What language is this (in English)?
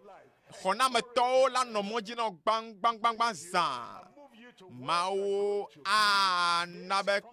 Ewe